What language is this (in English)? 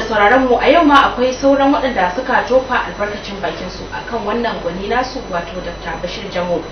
Hausa